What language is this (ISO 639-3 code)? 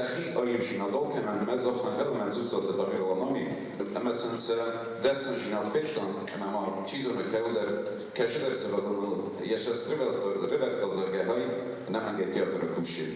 oss